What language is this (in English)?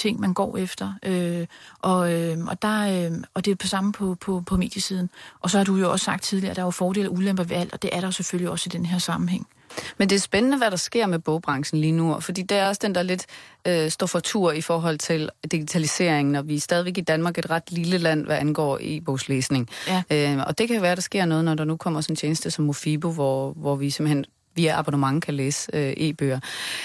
Danish